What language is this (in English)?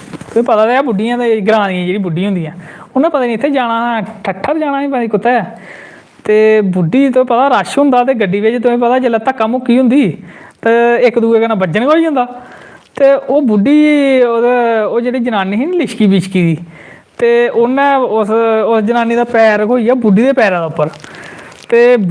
Dogri